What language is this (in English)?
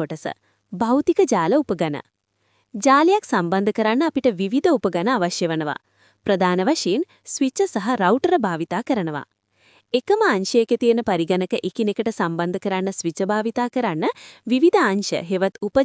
Sinhala